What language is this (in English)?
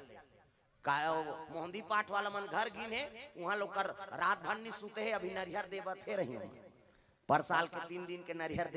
Chhattisgarhi